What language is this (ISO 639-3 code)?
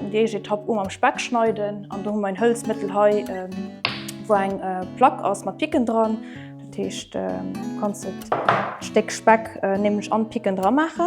ltz